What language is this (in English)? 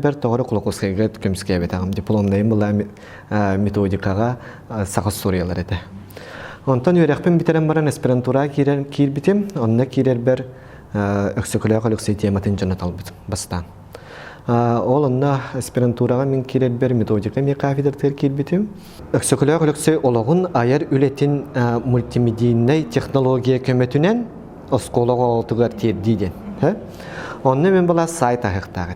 Yakut